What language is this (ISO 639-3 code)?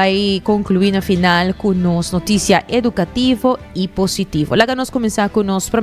pap